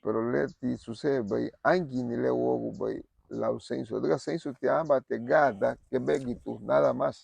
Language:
Garifuna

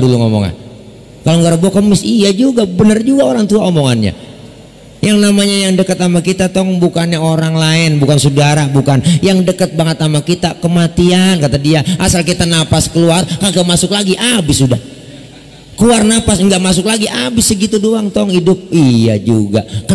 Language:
Betawi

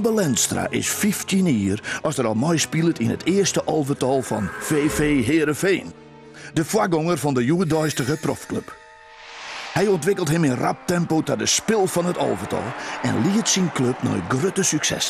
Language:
Western Frisian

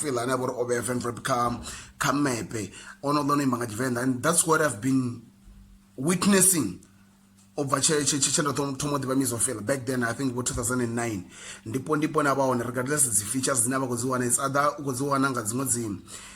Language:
Venda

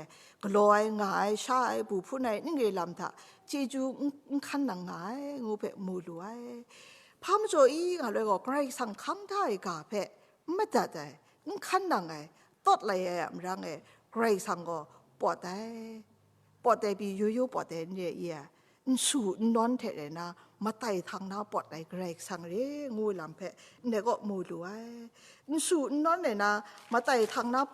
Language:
Kachin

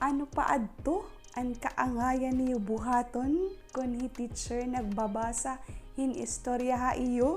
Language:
Waray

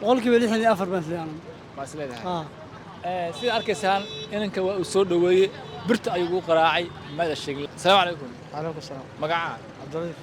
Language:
Somali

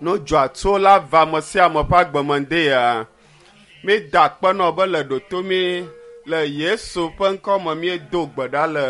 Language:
Ewe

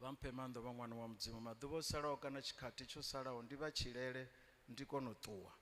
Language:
Venda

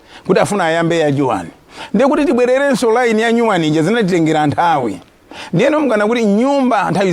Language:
Nyanja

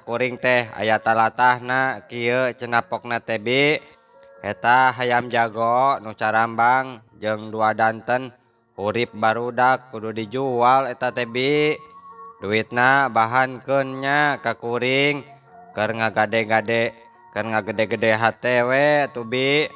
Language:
Sundanese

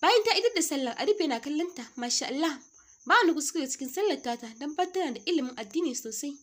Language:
Hausa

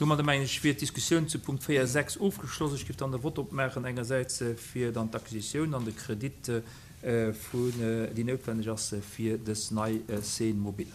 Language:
Luxembourgish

